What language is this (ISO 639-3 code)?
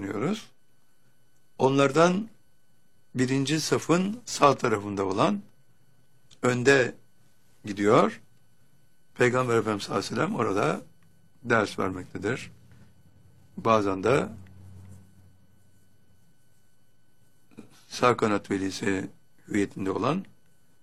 tur